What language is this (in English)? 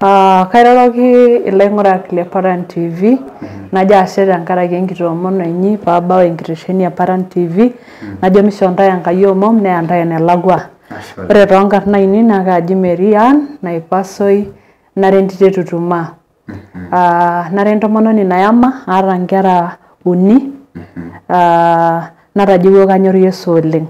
Masai